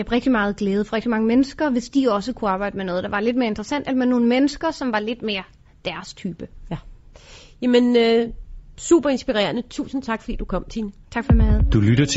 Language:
Danish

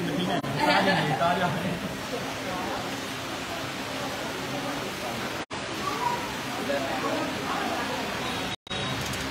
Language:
Burmese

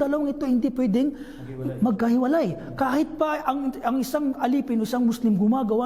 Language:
Maranao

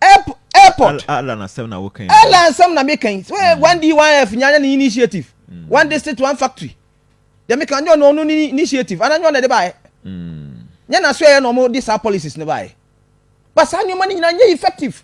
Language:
Akan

